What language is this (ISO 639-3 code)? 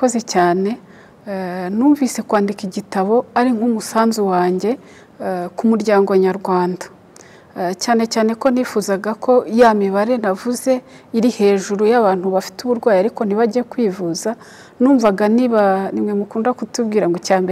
kin